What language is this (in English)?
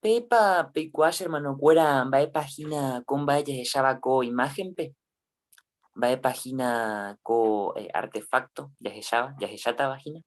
Guarani